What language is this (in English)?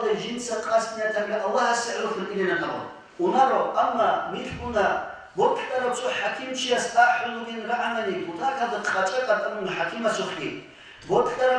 Avaric